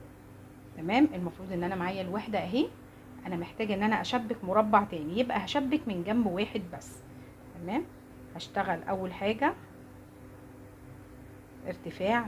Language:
Egyptian Arabic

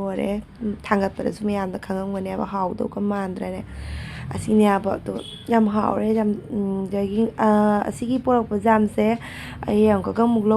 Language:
Manipuri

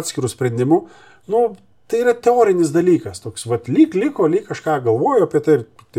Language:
Lithuanian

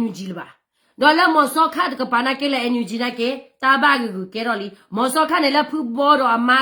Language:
S'gaw Karen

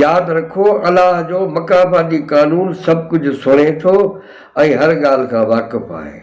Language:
Sindhi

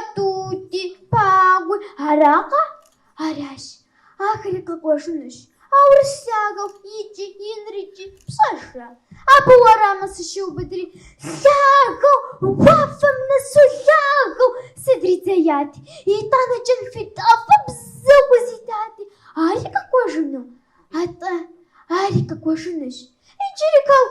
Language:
Kabardian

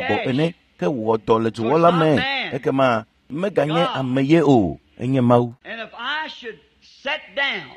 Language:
Ewe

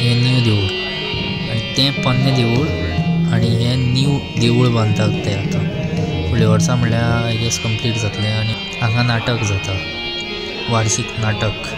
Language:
Konkani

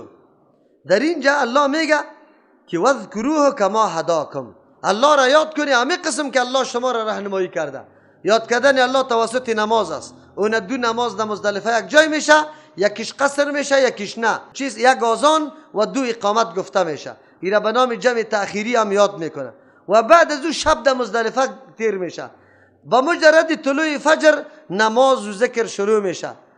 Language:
Persian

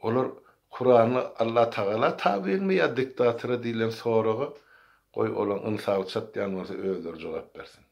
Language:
Turkmen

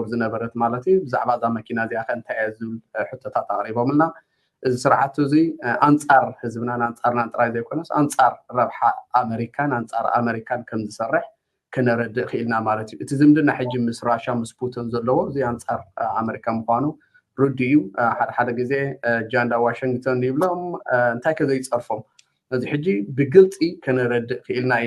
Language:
Tigrinya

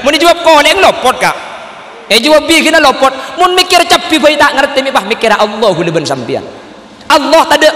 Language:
Madurese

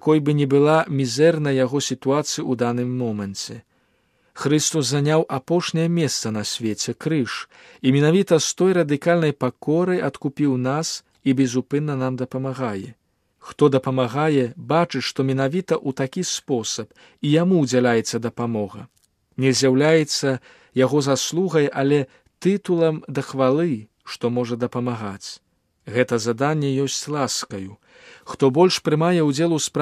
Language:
Belarusian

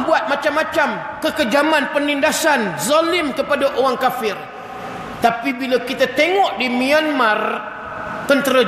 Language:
Malay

